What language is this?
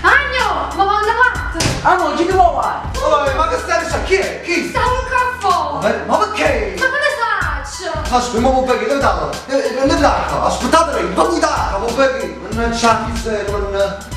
Neapolitan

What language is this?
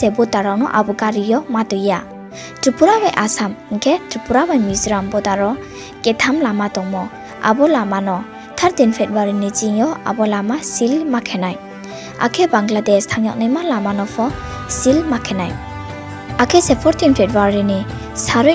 Riang (India)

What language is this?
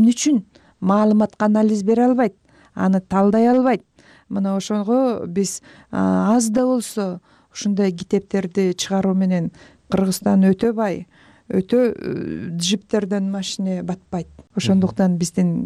Kyrgyz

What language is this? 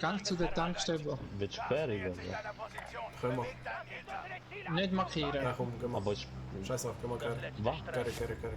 Swiss German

